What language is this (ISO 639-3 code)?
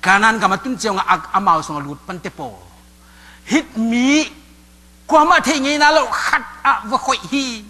ctd